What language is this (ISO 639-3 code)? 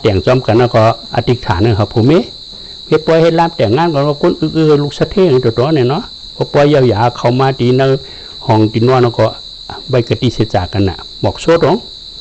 shn